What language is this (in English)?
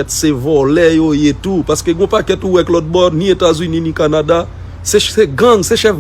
Haitian Creole